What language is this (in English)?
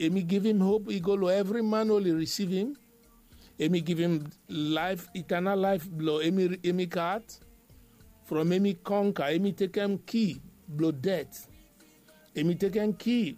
Bislama